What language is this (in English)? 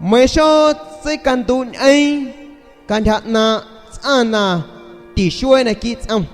San Pedro Amuzgos Amuzgo